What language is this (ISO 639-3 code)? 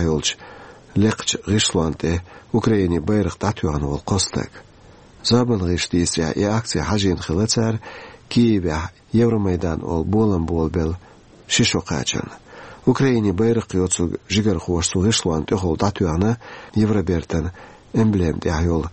che